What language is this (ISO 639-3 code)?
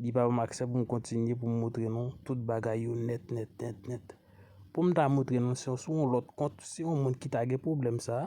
hat